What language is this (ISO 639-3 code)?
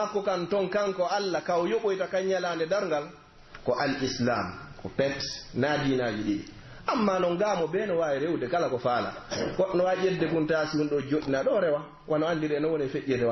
fuf